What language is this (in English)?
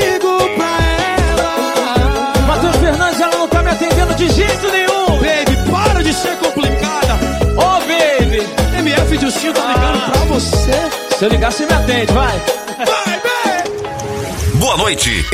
Portuguese